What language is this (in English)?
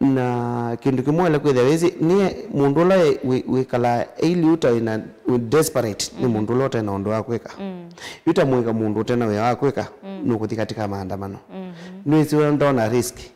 Kamba